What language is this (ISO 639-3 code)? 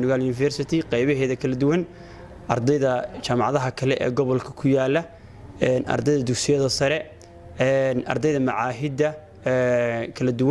som